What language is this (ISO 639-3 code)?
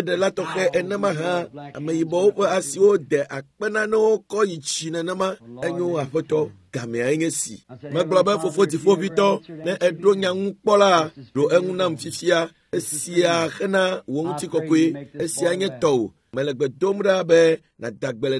ewe